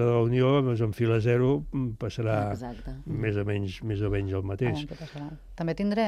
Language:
Catalan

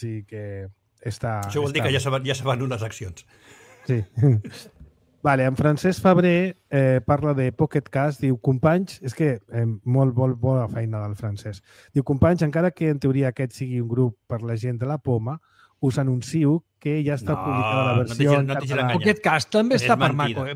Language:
Catalan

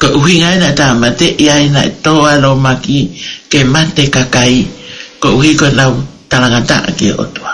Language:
Tongan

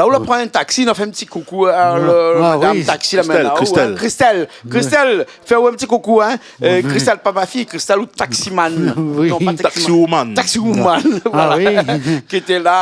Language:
Réunion Creole French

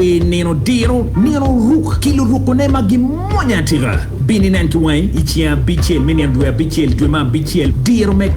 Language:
Acoli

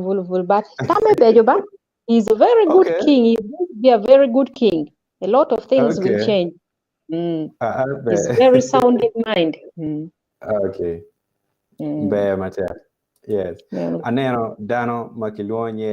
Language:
Acoli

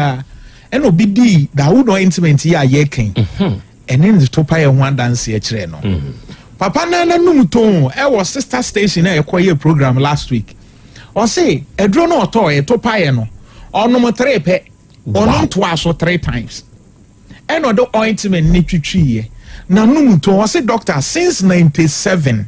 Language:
Akan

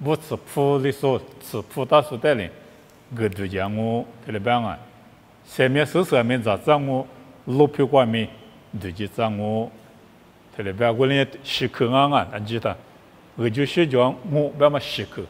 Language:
Lisu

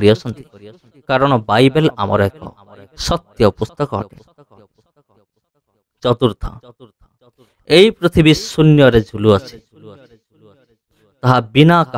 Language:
Odia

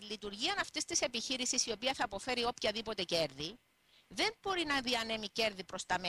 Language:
Greek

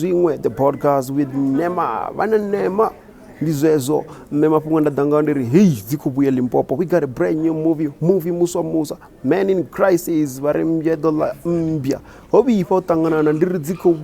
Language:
Venda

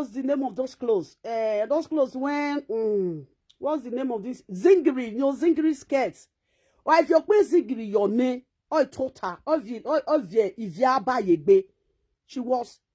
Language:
Nigerian Pidgin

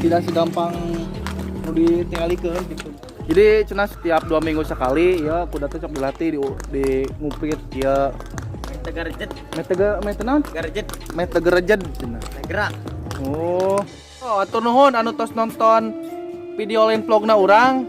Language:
Sundanese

